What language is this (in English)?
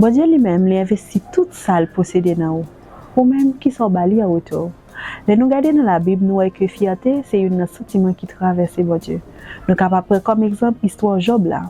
Haitian Creole